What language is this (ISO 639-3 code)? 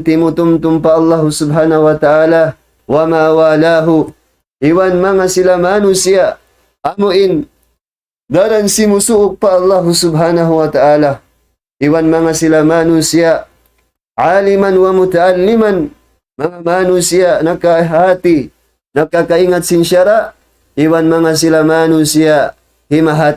tsg